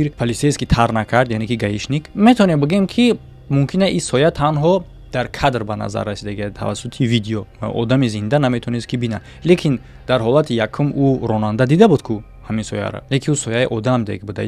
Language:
Tajik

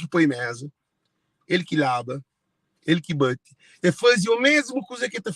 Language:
Kabuverdianu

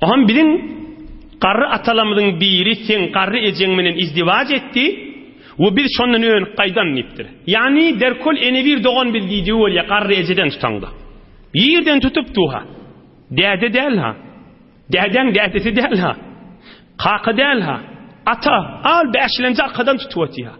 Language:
Turkmen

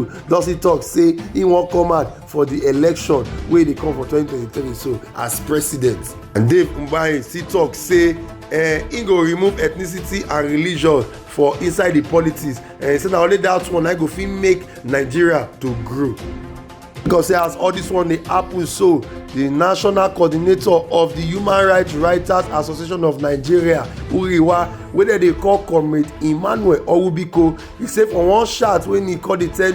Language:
Nigerian Pidgin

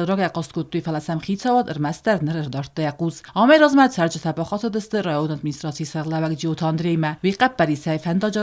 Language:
Ossetic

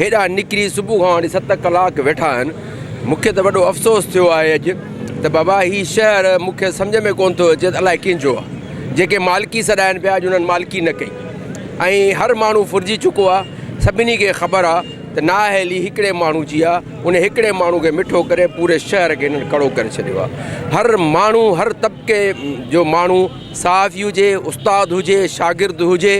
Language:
Sindhi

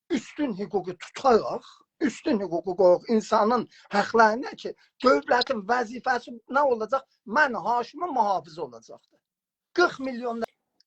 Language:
South Azerbaijani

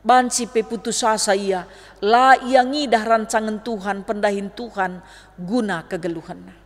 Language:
Batak Karo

